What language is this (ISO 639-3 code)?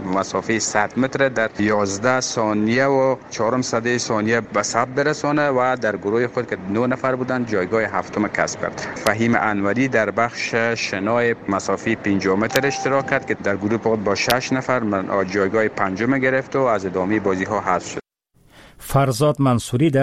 fas